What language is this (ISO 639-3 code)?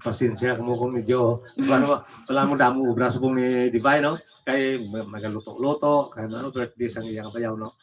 hil